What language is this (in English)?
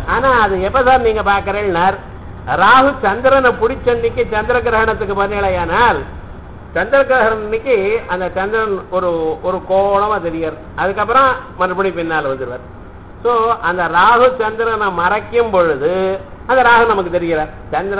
Tamil